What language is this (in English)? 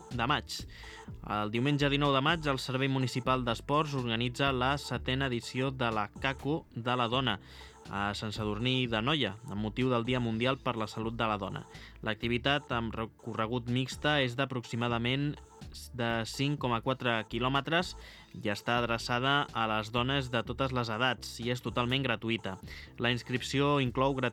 Catalan